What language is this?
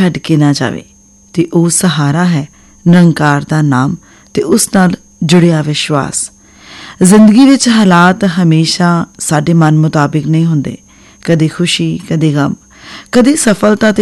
Punjabi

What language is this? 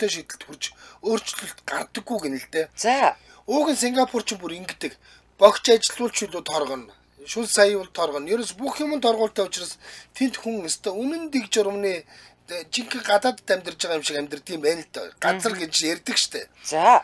Mongolian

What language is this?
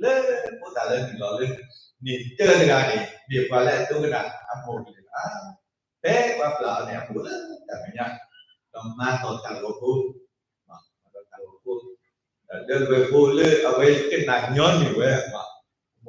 S'gaw Karen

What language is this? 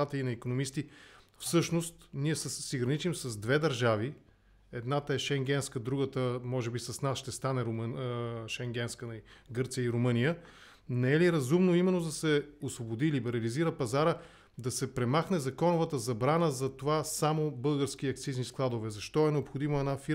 Bulgarian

